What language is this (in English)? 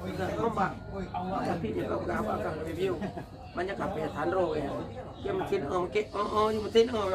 Achinese